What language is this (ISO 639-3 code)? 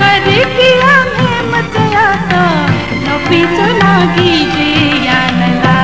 new